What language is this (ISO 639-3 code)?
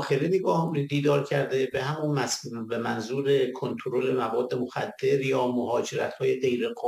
fas